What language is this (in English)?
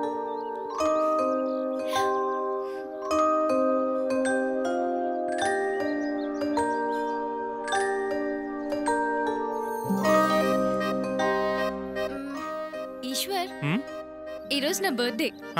Telugu